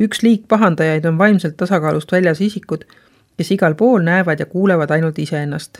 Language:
Estonian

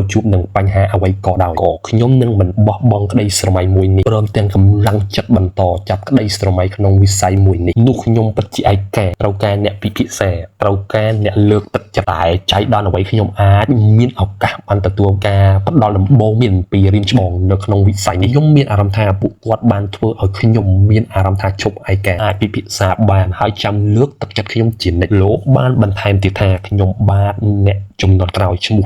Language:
Khmer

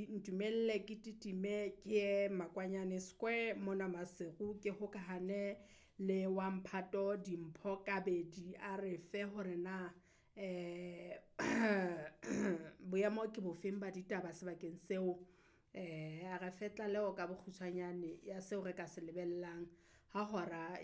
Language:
Southern Sotho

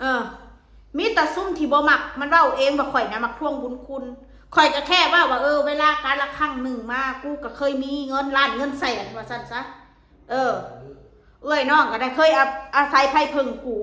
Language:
Northeastern Thai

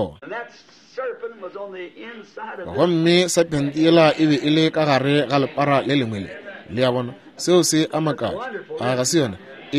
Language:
Northern Sotho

